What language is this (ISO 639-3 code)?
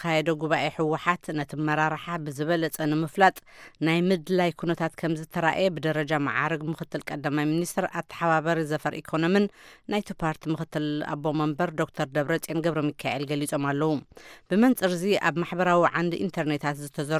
tir